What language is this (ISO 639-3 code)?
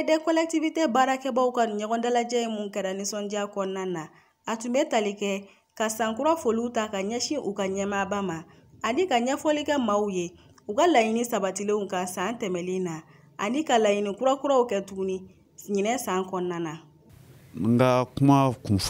bam